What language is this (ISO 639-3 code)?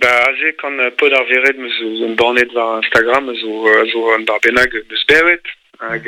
bre